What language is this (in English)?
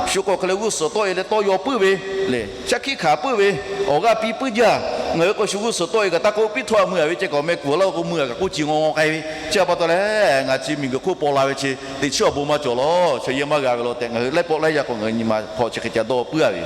Lahu